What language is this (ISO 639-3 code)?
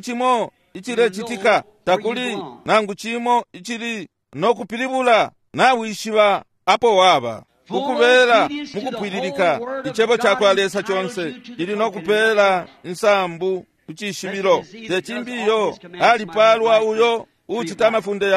bem